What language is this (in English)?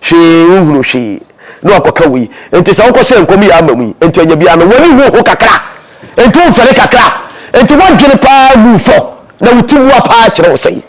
Akan